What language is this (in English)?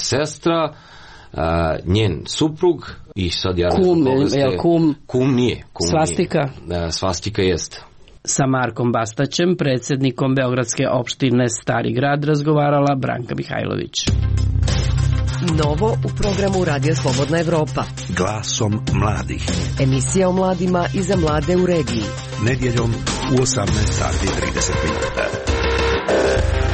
Serbian